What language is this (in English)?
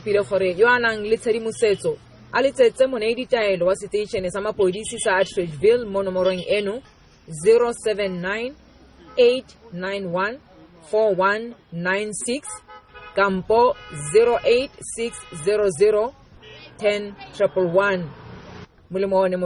Tswana